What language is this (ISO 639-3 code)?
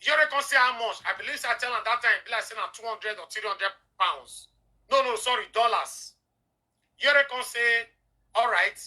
pcm